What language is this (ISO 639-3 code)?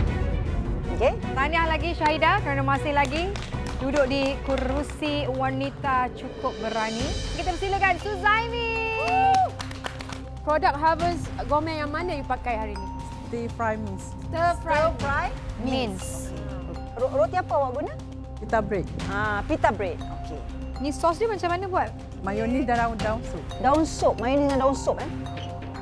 msa